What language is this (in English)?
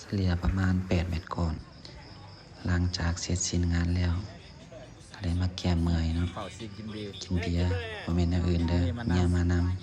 Lao